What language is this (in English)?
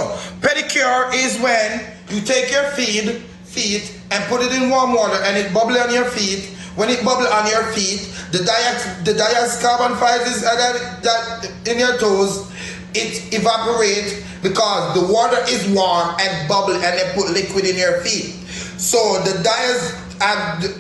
Jamaican Creole English